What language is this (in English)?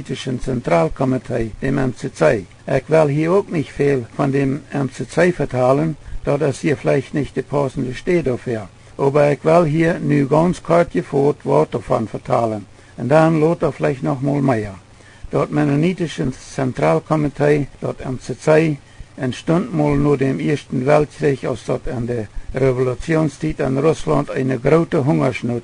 Plautdietsch